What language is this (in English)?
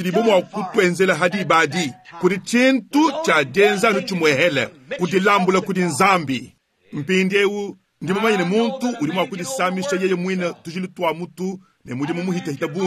Luba-Lulua